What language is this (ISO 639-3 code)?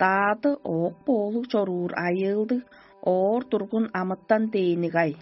tyv